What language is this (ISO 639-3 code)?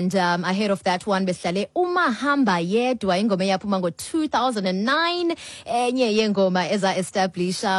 xho